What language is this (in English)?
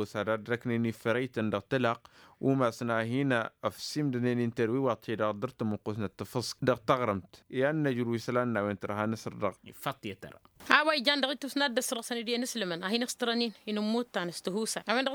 Tamasheq